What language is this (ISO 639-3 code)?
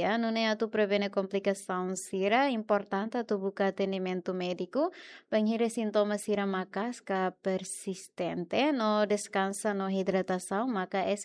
tet